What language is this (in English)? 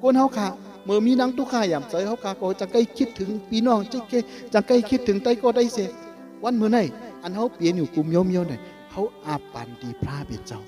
Shan